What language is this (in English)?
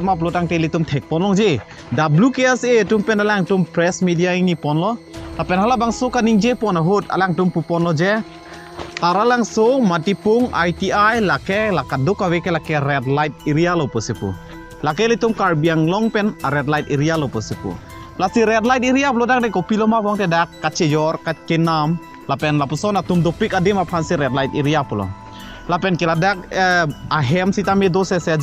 Karbi